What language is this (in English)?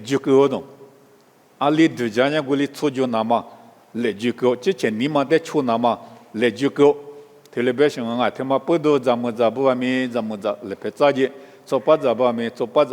Lisu